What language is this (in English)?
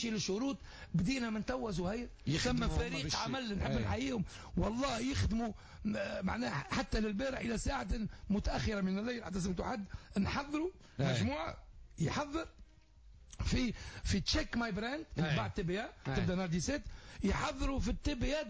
Tunisian Arabic